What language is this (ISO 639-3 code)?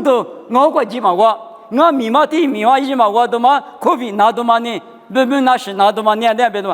lis